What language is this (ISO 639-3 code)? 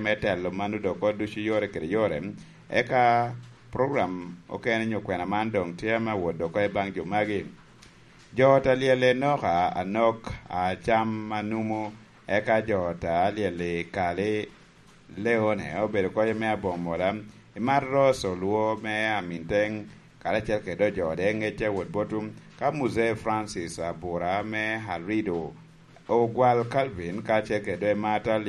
laj